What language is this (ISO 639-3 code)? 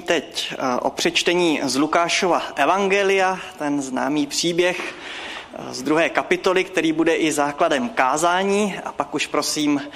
ces